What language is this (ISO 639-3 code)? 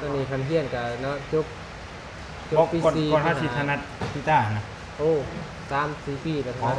tts